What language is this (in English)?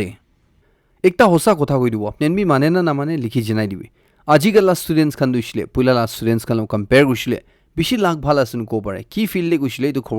Naga Pidgin